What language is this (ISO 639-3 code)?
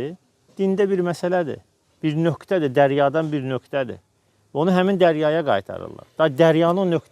aze